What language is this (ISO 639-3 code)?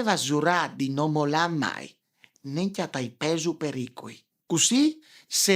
fur